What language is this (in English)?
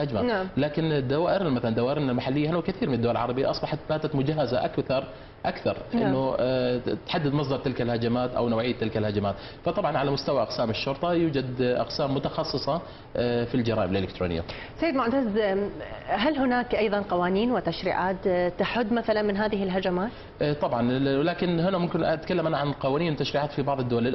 Arabic